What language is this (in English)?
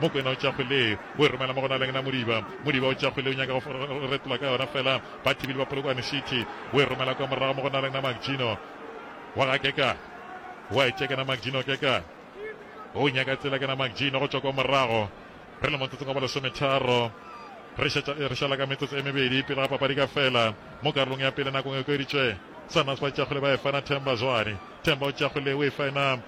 Northern Sotho